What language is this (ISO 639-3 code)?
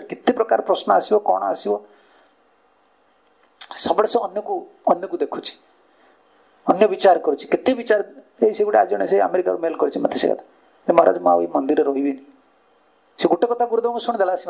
ori